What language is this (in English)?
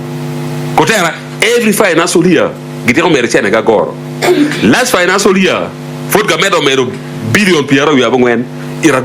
Acoli